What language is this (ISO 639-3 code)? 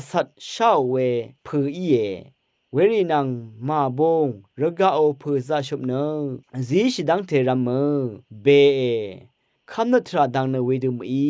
raw